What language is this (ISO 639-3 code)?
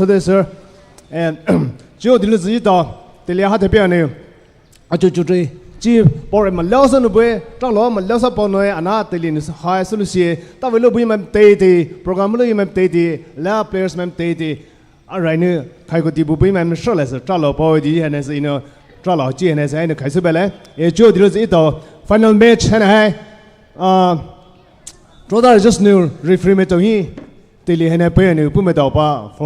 pmx